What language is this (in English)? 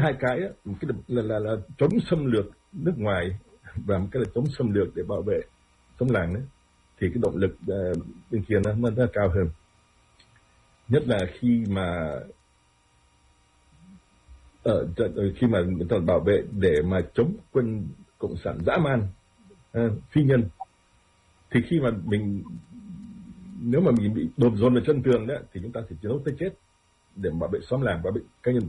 Vietnamese